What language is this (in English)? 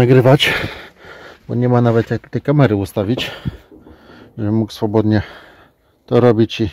Polish